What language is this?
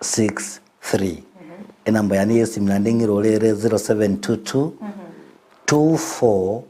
Gusii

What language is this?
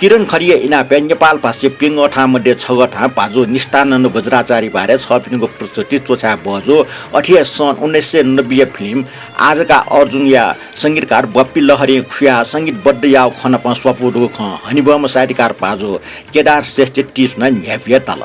Newari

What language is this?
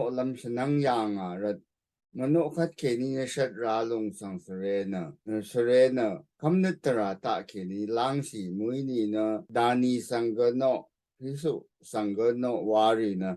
Rawang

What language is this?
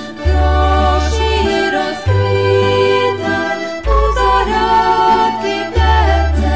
Rusyn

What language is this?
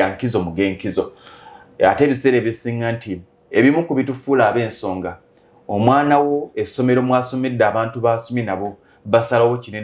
Ganda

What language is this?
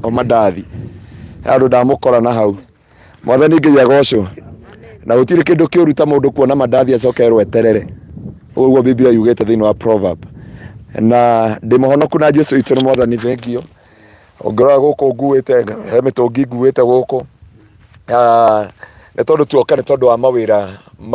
Kikuyu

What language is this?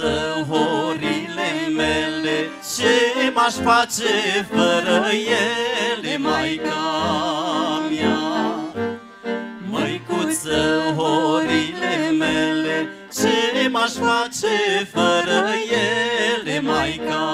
Romanian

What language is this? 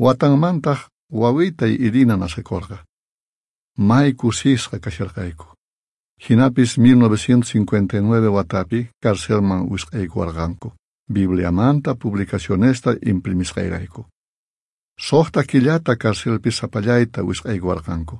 South Bolivian Quechua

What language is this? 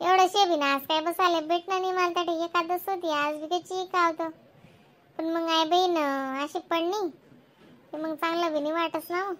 Khandesi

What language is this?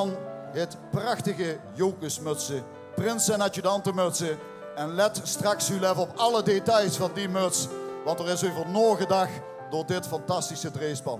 Limburgish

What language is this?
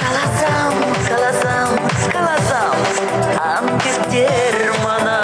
Chuvash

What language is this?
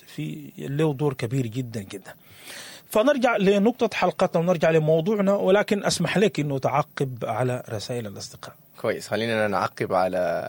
Sudanese Arabic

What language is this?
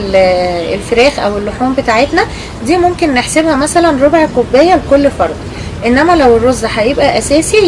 Egyptian Arabic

